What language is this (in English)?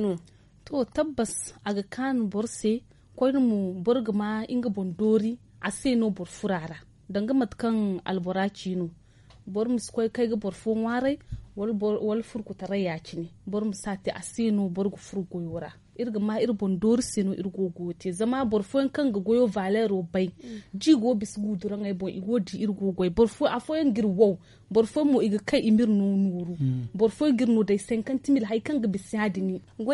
Zarma